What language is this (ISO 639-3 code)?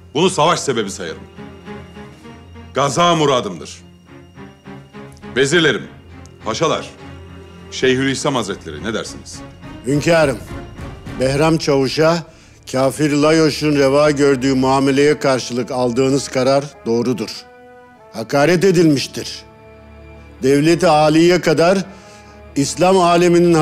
tur